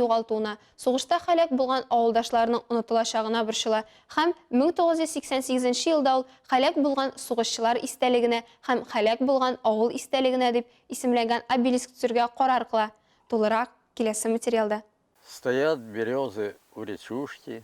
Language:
Tatar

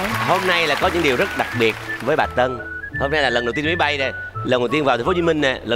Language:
Vietnamese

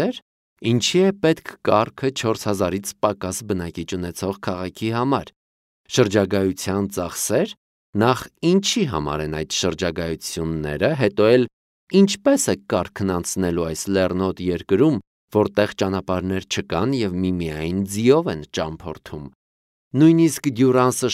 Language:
Armenian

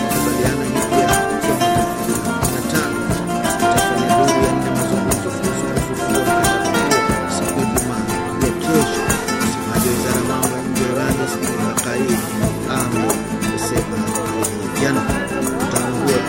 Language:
Swahili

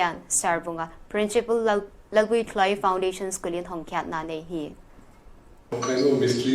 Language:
Paite Chin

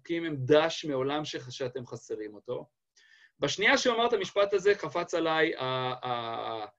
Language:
Hebrew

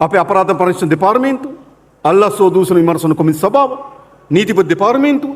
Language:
Sinhala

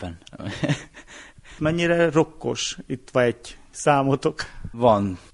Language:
Hungarian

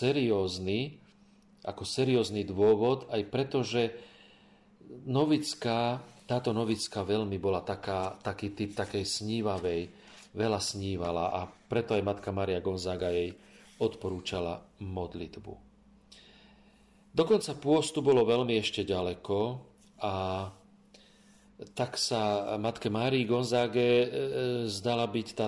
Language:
Slovak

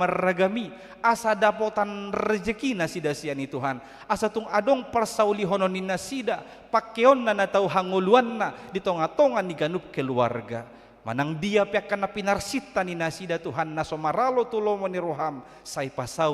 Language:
Batak Toba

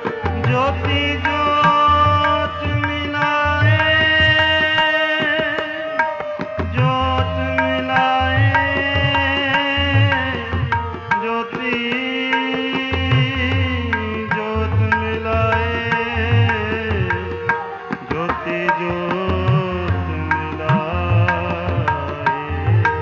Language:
Hindi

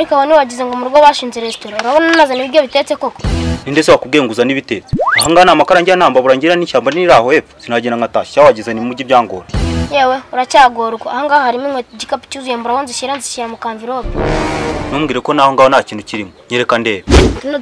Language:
Kinyarwanda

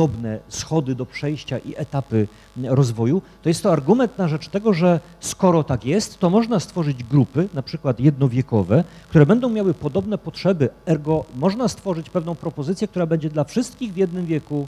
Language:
Polish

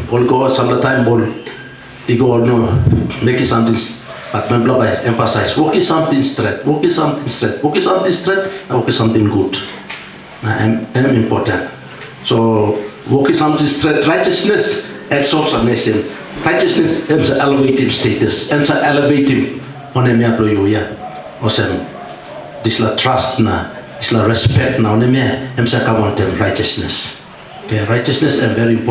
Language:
Tok Pisin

